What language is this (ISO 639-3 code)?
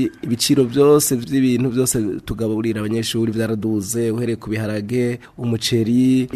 kin